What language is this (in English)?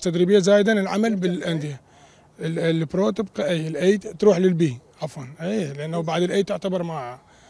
Mesopotamian Arabic